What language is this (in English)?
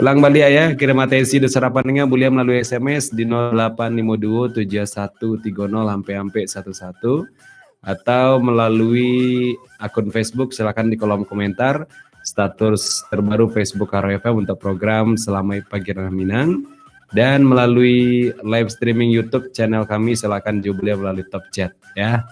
Minangkabau